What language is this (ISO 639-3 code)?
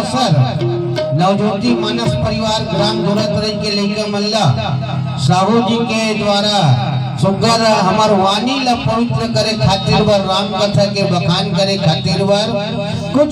hne